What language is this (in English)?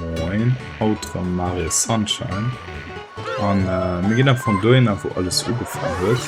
Luxembourgish